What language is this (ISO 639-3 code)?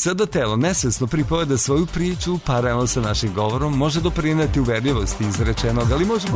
srp